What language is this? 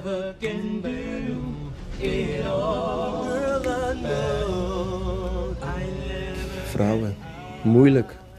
Dutch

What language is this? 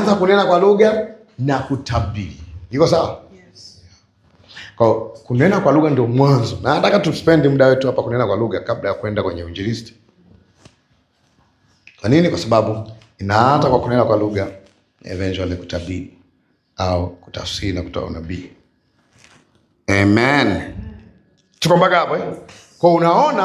Swahili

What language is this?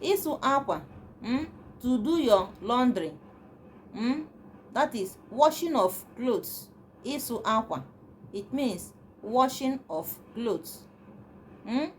Igbo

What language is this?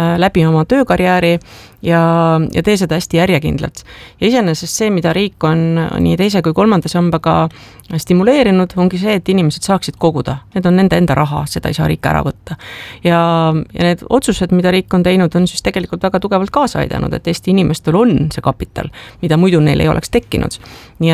Estonian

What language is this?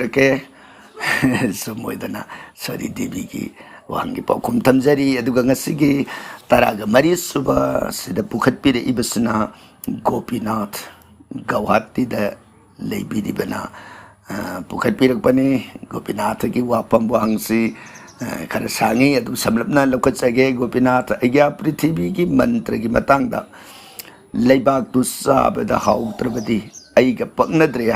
Manipuri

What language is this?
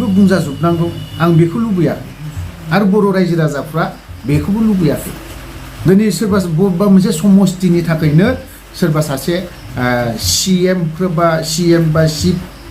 Bodo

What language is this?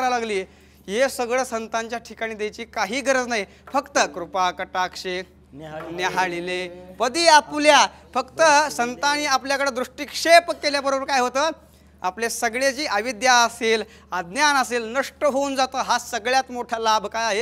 Marathi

